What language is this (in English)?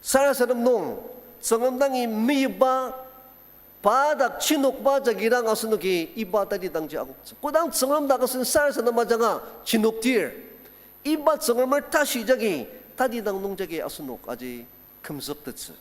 Ao Naga